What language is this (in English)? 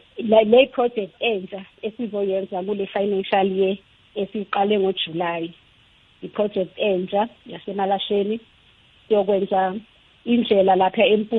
South Ndebele